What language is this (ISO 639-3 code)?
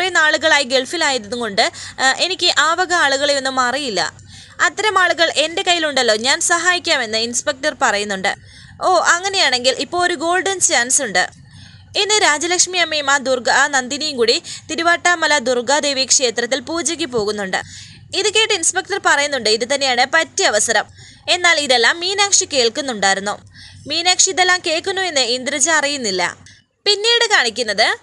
mal